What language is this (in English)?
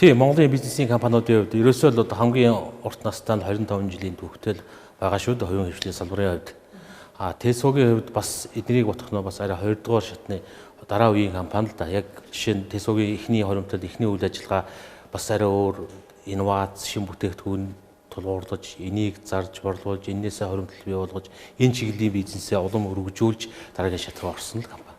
Mongolian